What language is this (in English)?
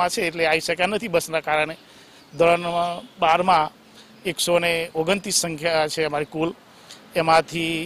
Gujarati